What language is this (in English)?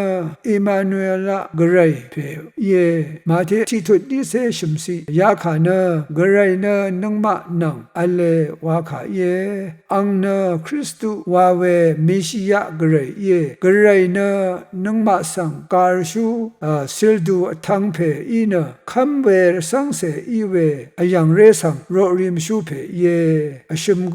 Rawang